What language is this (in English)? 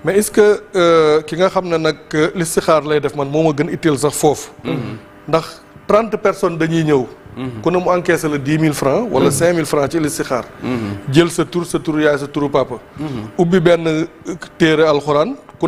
Wolof